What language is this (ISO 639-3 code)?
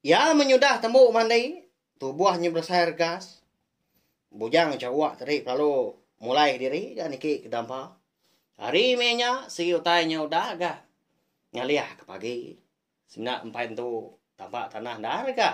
iba